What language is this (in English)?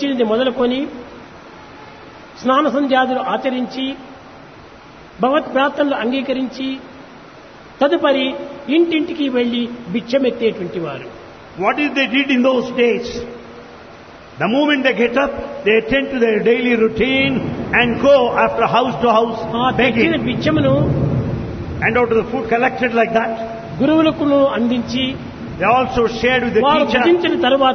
Telugu